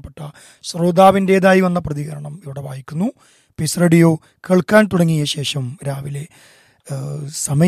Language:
Malayalam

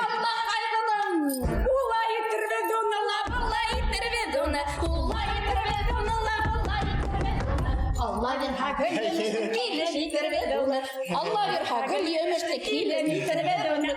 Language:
Bashkir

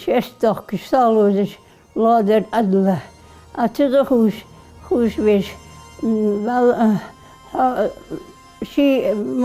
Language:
Ingush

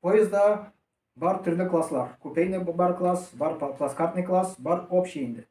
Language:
Tatar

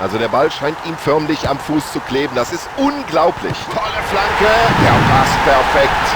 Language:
Bavarian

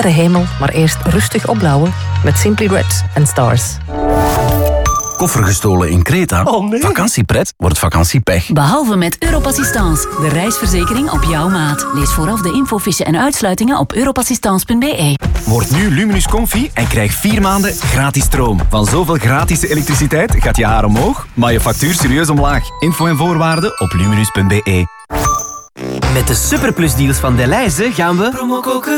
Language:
Dutch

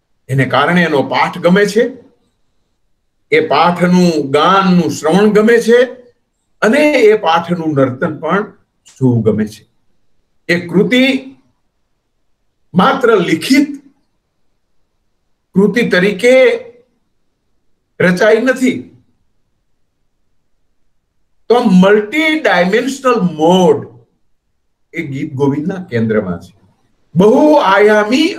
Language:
Gujarati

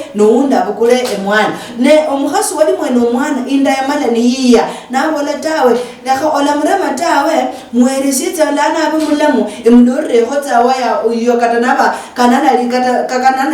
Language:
Luyia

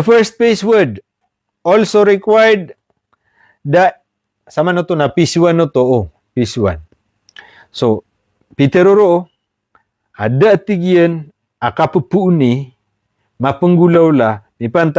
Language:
Maranao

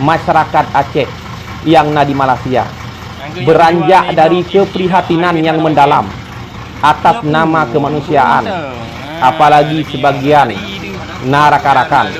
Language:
Achinese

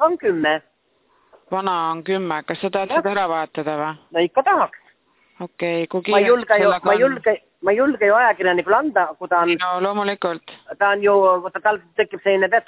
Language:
Estonian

